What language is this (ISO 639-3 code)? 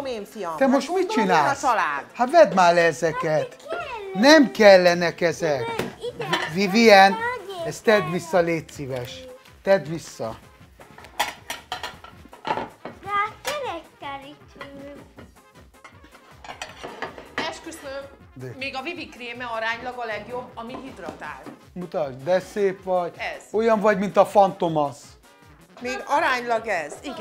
hun